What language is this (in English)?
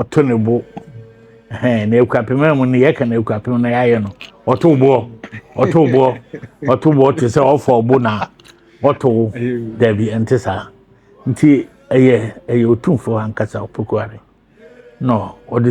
Akan